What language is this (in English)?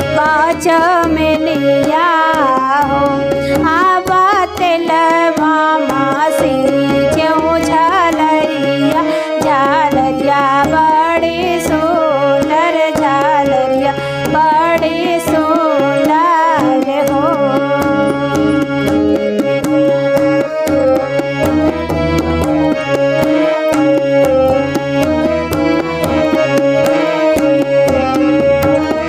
Bhojpuri